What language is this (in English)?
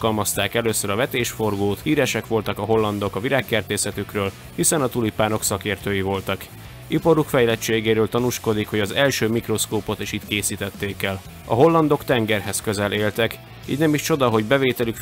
Hungarian